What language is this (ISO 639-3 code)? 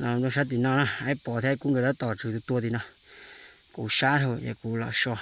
hmn